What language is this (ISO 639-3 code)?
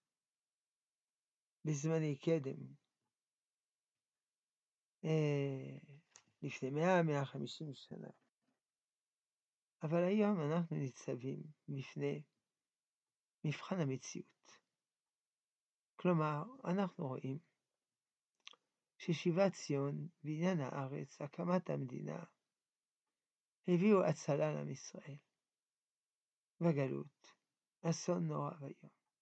heb